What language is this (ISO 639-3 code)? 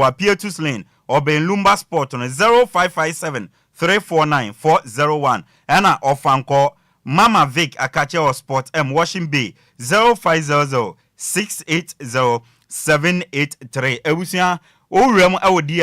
aka